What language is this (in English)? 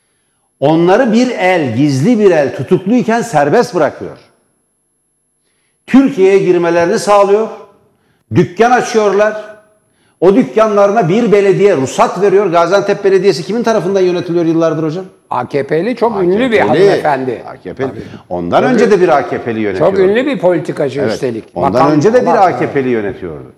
Turkish